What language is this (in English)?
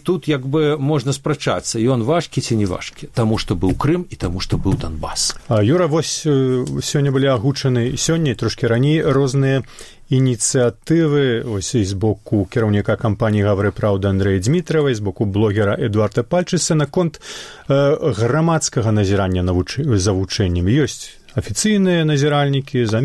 Belarusian